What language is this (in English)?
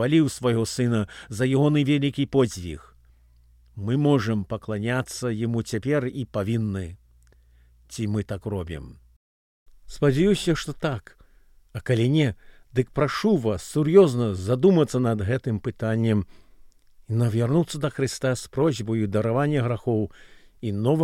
Belarusian